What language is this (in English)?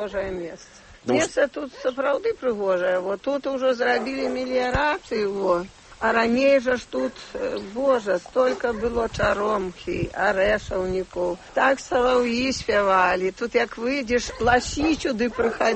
Belarusian